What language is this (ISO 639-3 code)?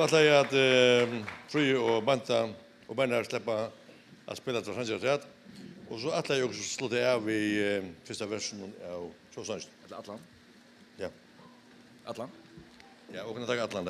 fao